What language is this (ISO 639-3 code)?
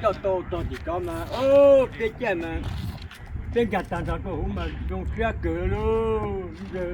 hmn